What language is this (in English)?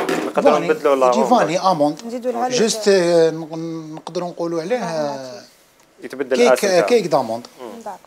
Algerian Arabic